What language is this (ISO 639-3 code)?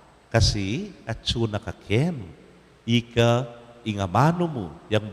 pam